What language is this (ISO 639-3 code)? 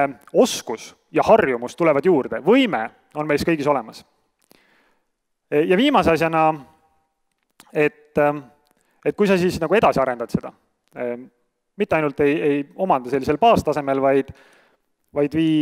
est